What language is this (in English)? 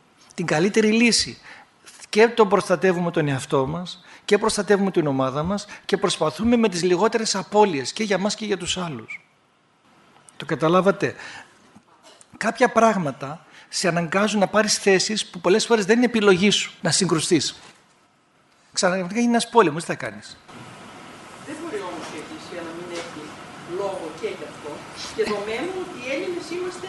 Greek